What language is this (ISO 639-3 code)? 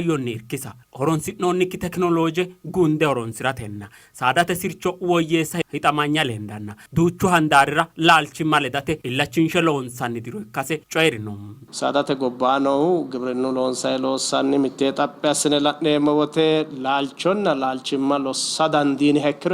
sid